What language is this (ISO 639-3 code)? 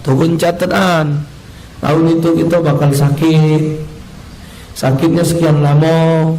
mui